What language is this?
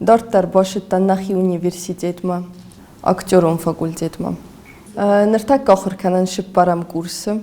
Ossetic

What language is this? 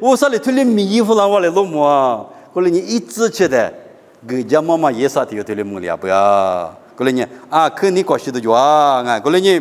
Lisu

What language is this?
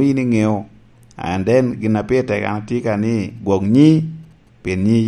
Lango (Uganda)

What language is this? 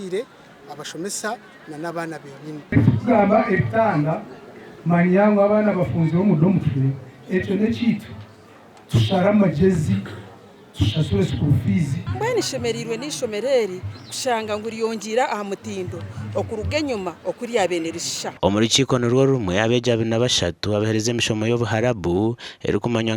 Nyankole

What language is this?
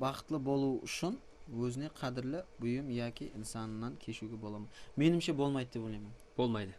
Kara-Kalpak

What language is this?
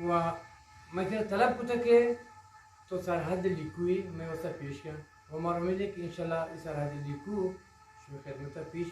Eastern Balochi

